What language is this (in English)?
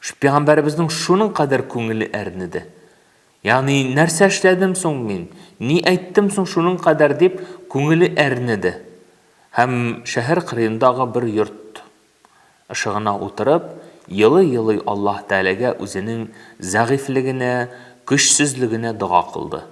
Tatar